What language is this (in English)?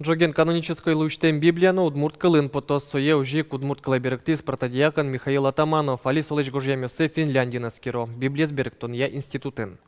Udmurt